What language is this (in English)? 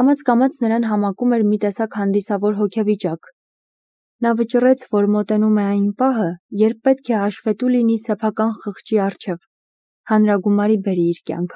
Armenian